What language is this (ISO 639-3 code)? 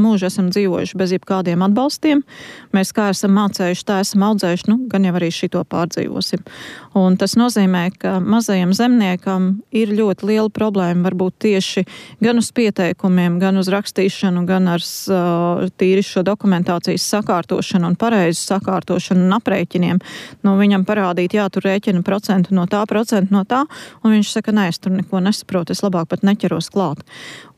lav